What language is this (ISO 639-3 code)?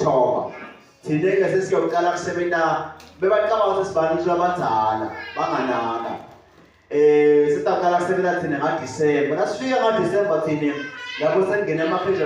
ssw